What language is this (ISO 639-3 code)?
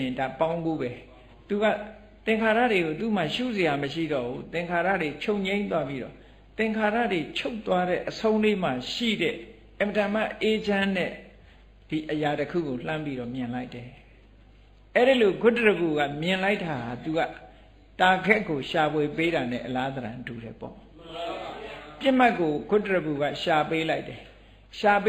mya